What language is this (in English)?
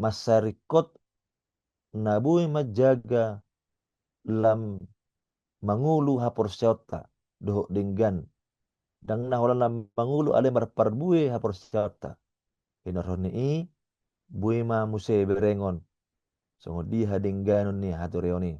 Batak Toba